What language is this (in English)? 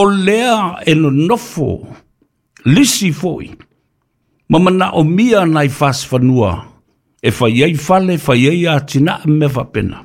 Samoan